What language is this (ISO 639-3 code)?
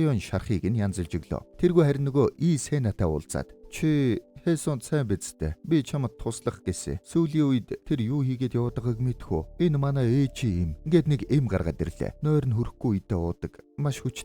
mon